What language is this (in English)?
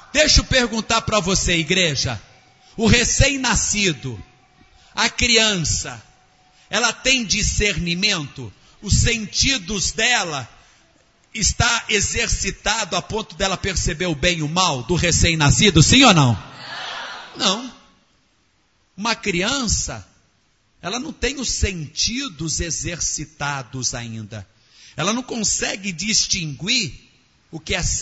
Portuguese